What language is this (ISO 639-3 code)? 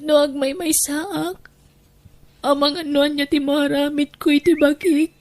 ilo